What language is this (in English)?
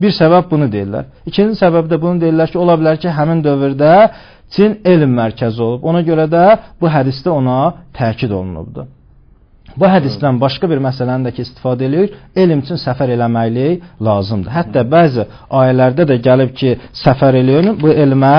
Azerbaijani